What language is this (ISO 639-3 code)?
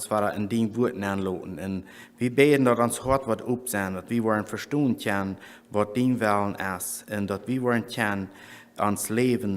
pdt